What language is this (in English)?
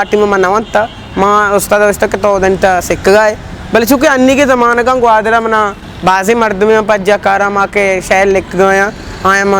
Eastern Balochi